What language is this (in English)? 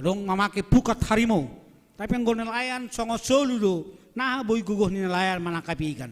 Batak Simalungun